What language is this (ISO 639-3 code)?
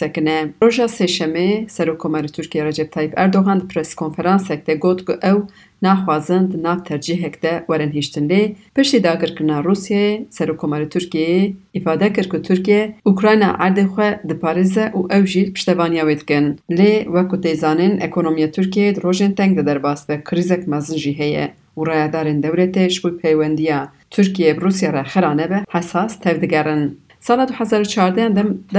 kur